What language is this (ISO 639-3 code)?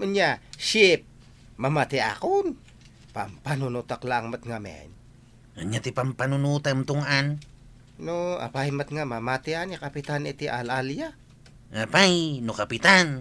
ilo